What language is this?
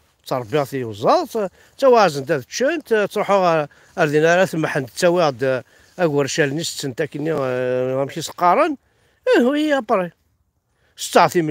Kabyle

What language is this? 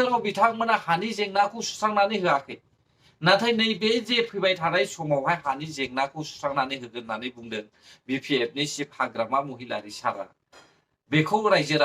Bodo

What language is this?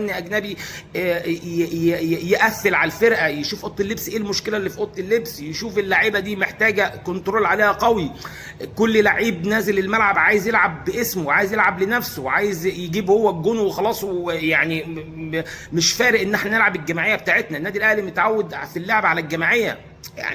Egyptian Arabic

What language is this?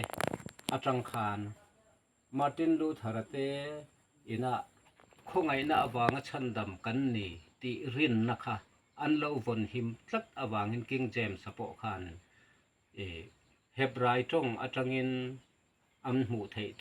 Mizo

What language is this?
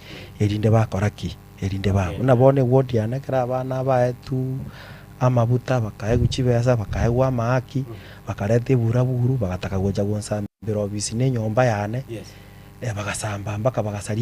Gusii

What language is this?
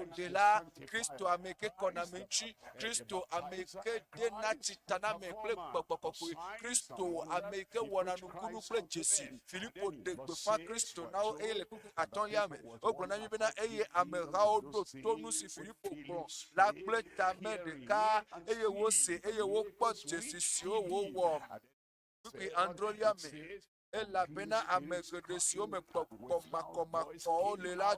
Ewe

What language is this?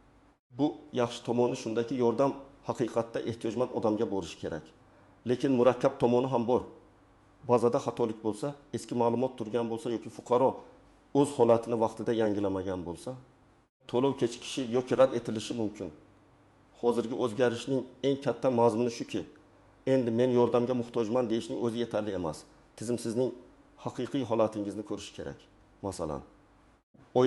Uzbek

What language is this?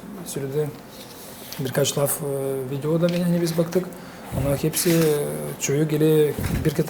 Gagauz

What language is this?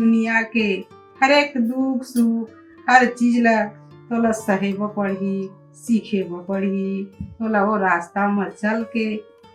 Chhattisgarhi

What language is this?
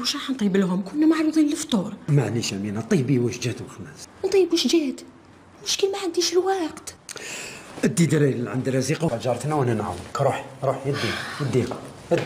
Algerian Arabic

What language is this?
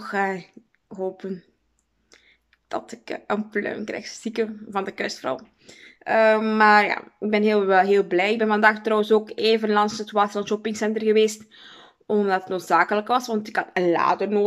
Dutch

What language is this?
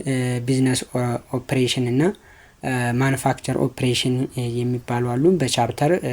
Amharic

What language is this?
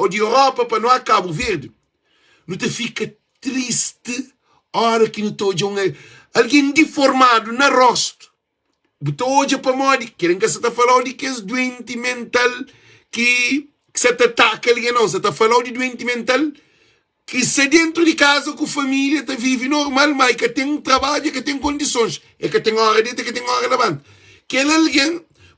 Kabuverdianu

